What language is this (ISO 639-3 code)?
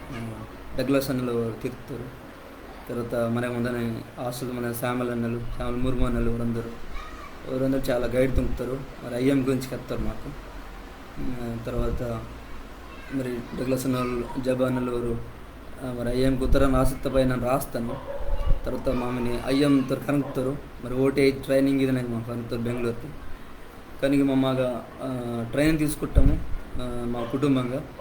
kff